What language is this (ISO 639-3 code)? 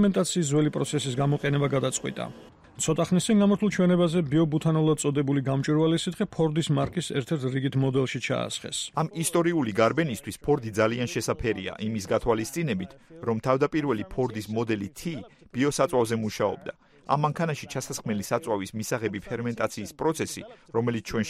kat